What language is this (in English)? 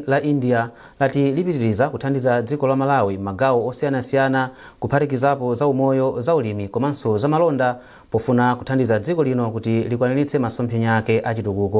Nyanja